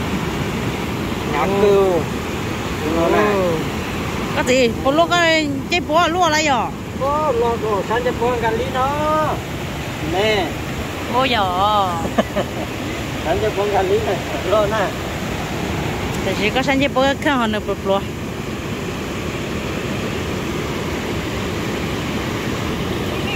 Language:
Vietnamese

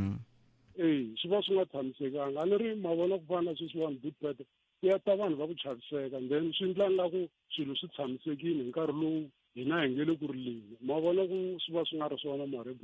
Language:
Tsonga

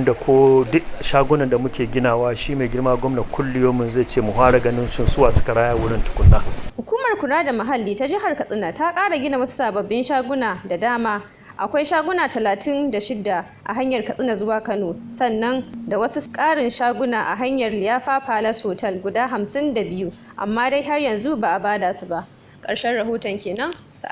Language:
Hausa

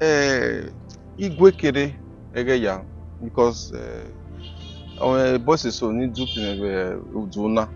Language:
Bini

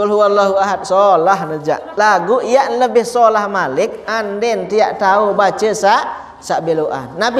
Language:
Sasak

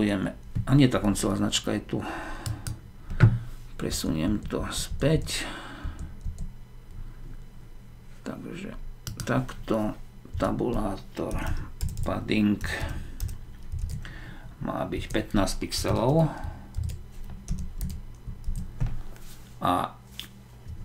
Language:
Slovak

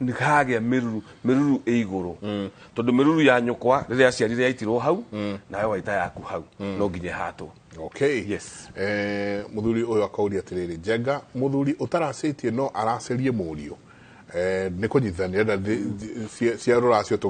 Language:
Kikuyu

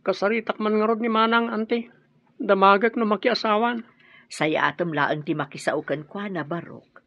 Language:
Iloko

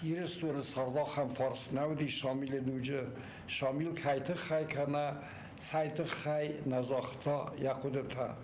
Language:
Ossetic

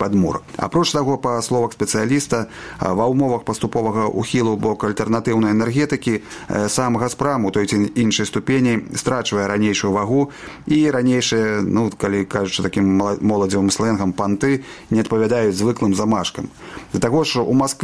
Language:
Belarusian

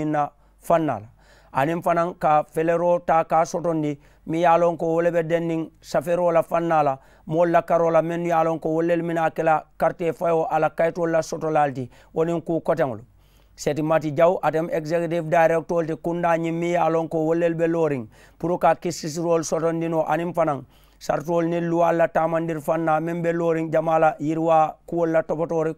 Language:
Mandingo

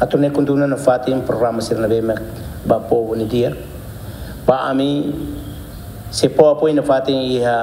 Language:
Tetum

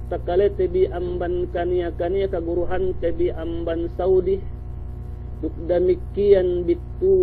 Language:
Yakan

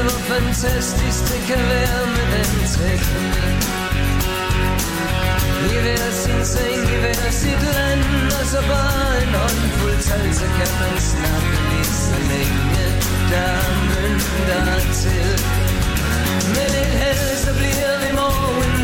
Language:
Danish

